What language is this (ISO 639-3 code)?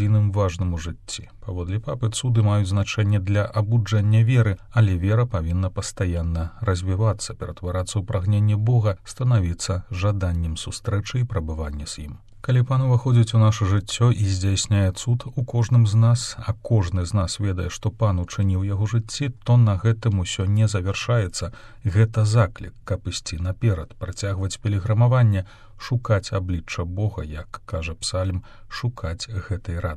bel